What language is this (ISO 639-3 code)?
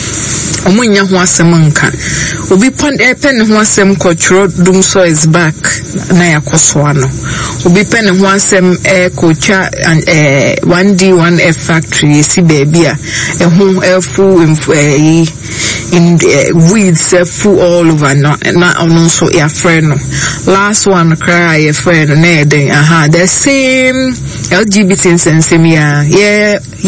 aka